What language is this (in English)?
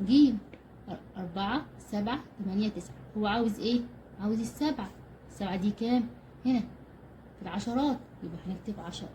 Egyptian Arabic